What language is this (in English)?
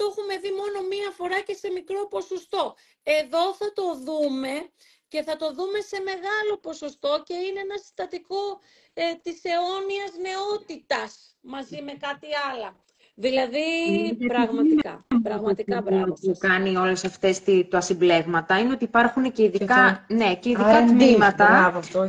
Greek